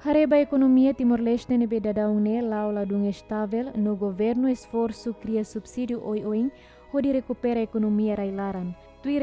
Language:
Tetum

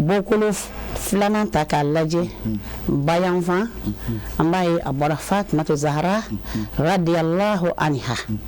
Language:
Bambara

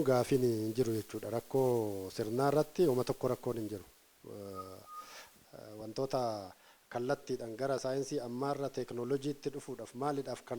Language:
Oromo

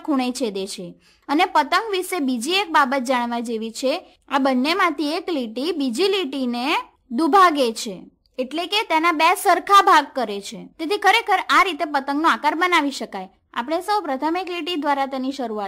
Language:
Gujarati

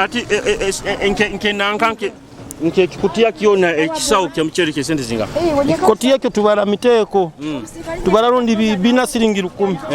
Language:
Nyoro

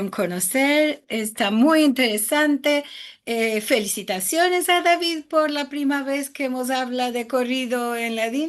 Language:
Ladino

